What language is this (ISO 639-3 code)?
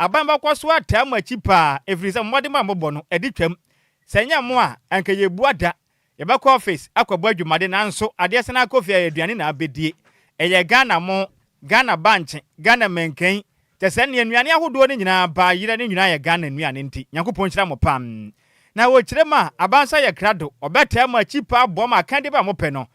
aka